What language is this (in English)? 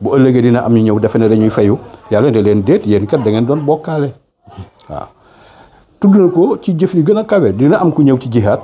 Wolof